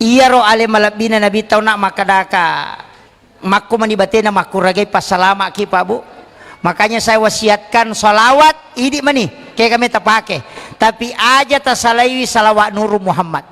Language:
Buginese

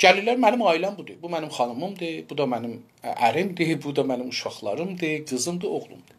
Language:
South Azerbaijani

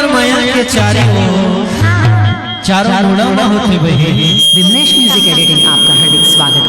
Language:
Chhattisgarhi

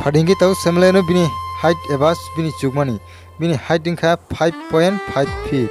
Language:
Kok Borok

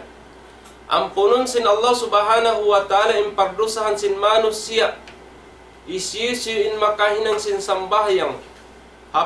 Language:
Tausug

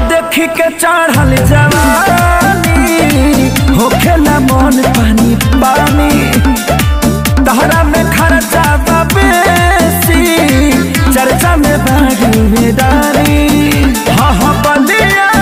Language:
Bhojpuri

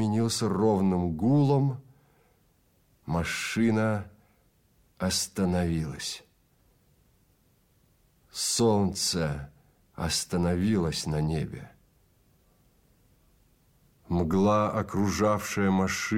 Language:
Russian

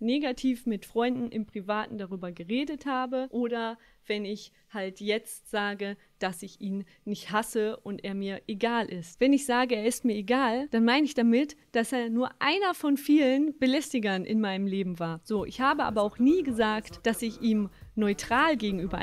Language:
German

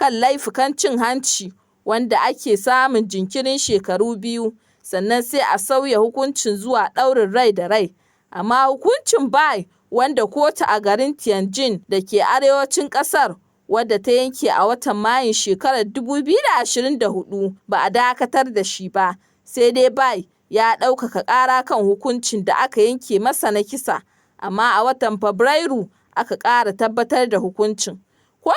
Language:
Hausa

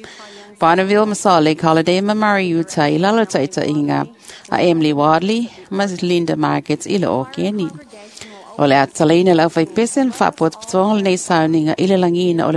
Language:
Samoan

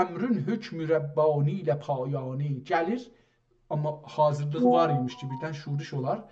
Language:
South Azerbaijani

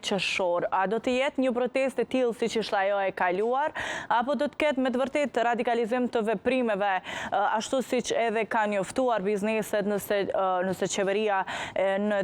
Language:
Albanian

